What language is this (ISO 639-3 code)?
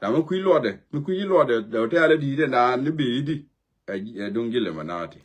nus